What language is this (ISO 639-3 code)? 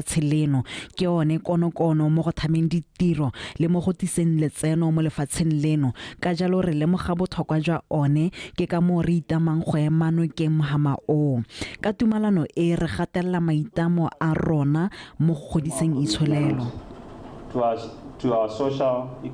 tsn